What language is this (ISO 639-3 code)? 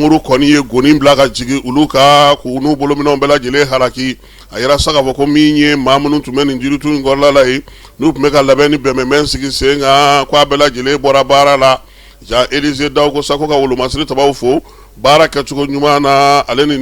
bam